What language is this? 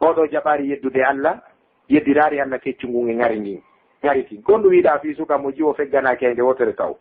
Fula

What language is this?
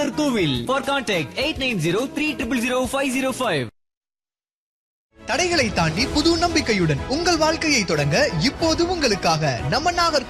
Tamil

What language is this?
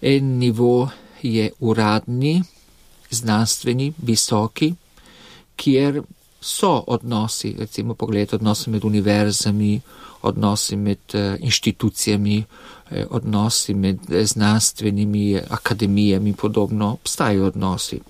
Slovenian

